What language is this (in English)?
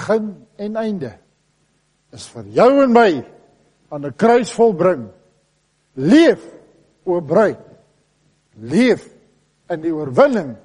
Afrikaans